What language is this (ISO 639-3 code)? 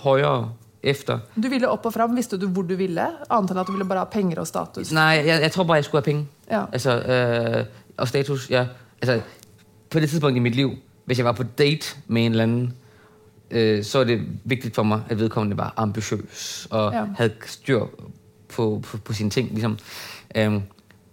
dan